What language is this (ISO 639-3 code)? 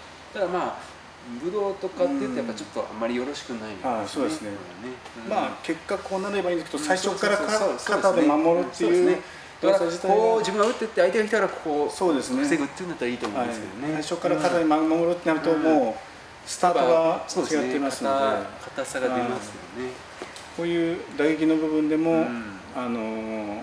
jpn